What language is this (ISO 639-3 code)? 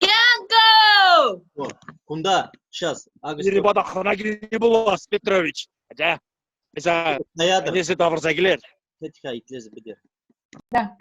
chv